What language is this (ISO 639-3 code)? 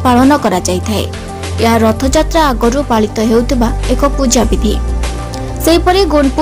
ori